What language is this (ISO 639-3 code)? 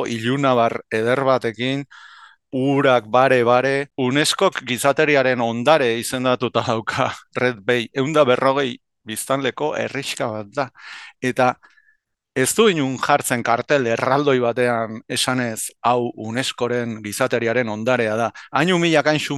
eus